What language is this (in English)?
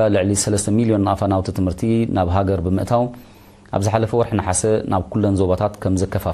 Tigrinya